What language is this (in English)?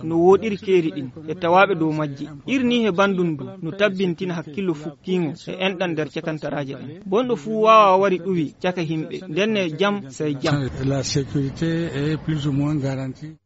Fula